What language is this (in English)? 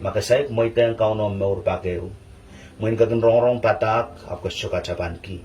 Pohnpeian